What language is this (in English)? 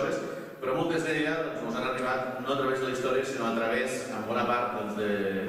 Catalan